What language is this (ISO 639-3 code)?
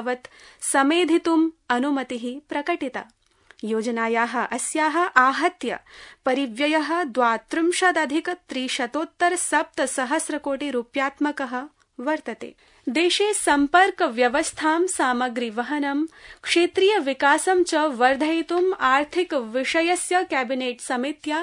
san